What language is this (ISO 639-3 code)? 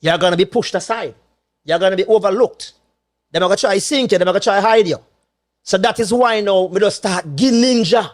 jam